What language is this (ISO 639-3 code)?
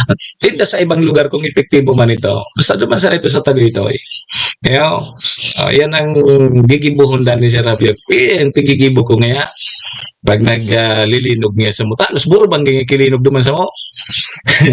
bik